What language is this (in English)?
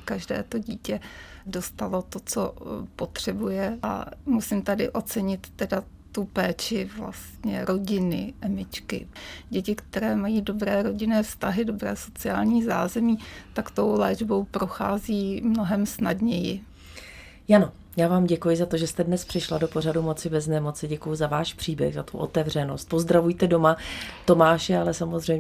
Czech